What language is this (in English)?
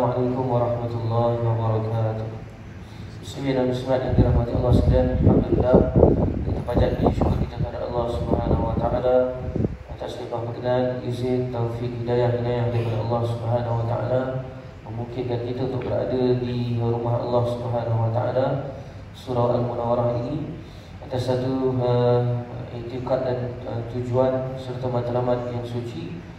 Malay